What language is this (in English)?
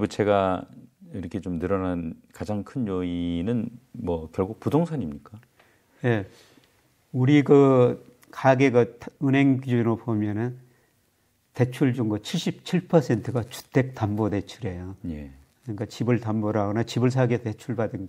Korean